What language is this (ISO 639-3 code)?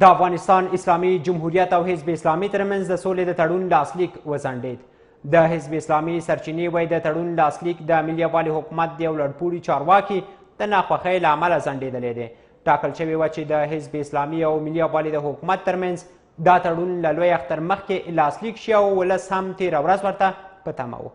pus